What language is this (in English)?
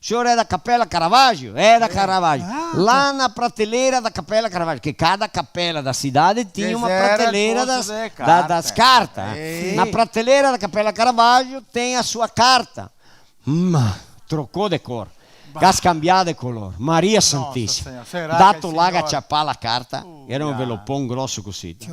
Venetian